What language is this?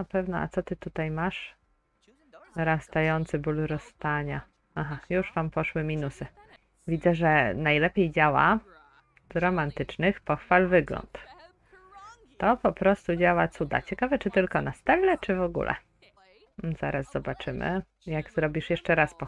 Polish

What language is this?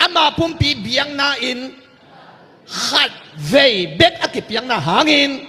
Tedim Chin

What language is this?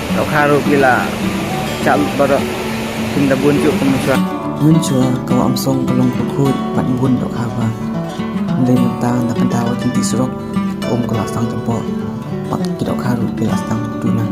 Khasi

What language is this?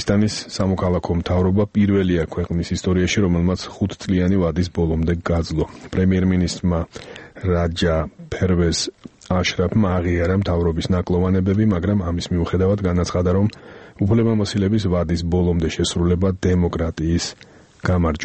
Georgian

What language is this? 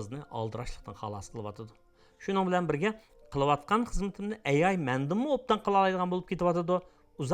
Uyghur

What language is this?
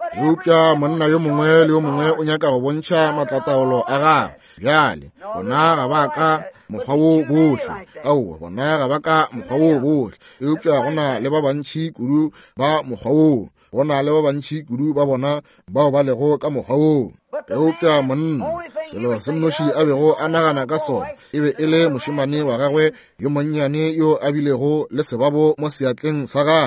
Northern Sotho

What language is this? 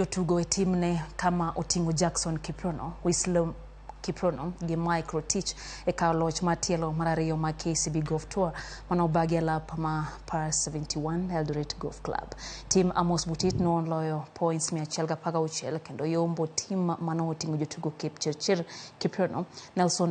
Luo (Kenya and Tanzania)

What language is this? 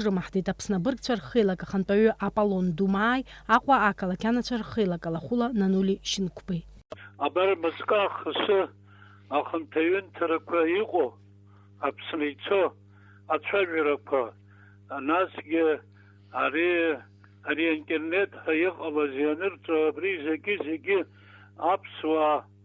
Abkhazian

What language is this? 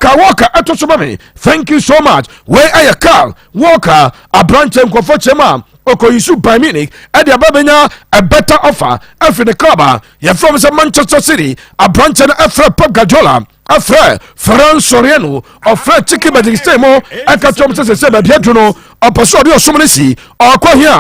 Akan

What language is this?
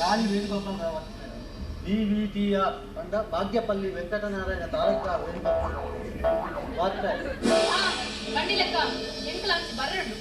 Tulu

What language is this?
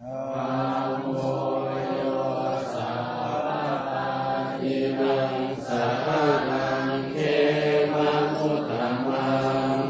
Pali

